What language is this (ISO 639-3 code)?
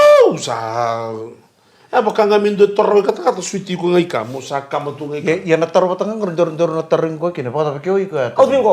fij